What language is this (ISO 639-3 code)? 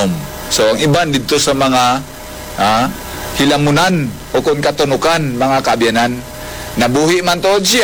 hil